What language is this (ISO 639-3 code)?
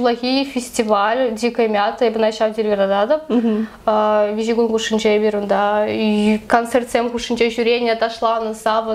chv